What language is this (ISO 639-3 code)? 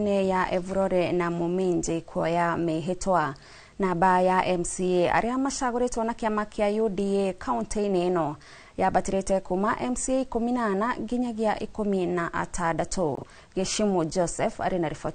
kik